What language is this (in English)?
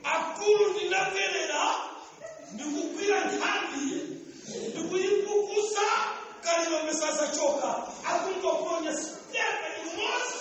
Nyanja